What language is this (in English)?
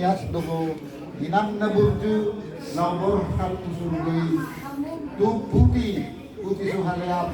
Batak Toba